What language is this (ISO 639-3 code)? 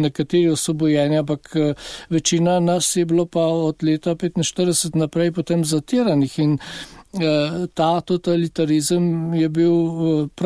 slv